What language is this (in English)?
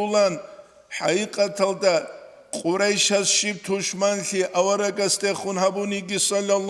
Avaric